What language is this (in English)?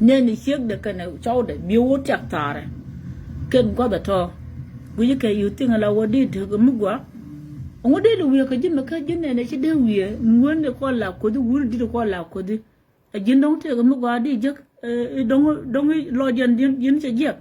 Nuer